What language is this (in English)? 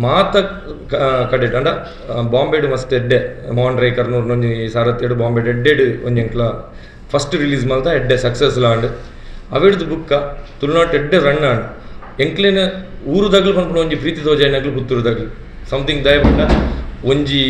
Tulu